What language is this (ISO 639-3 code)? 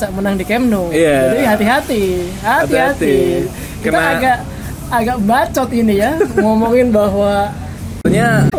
ind